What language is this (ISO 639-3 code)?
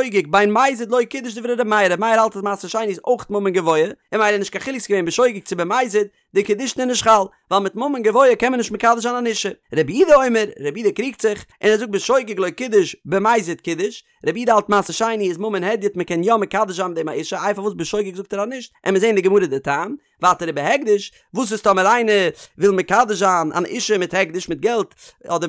yid